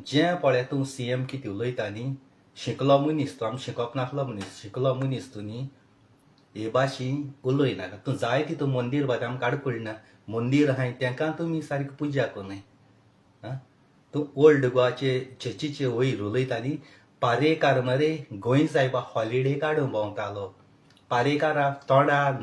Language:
Konkani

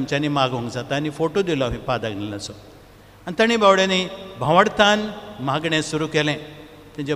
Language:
Konkani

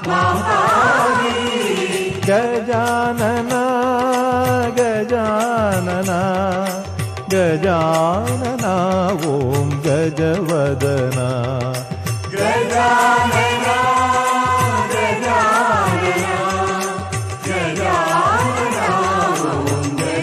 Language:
Kannada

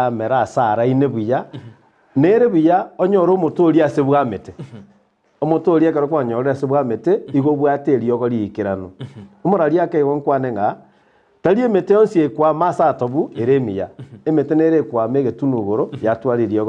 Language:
Gusii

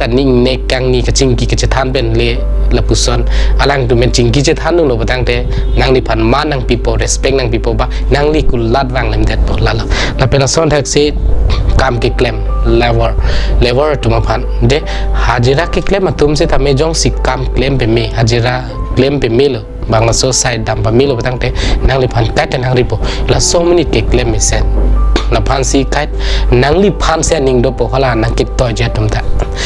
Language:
Karbi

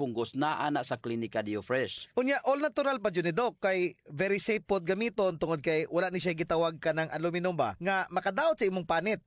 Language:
Cebuano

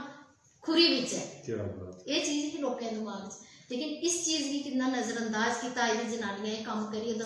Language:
Dogri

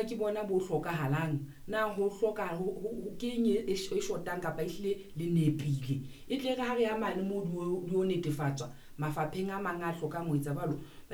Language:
Southern Sotho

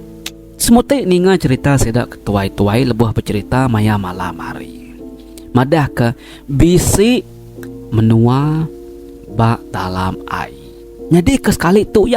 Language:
Iban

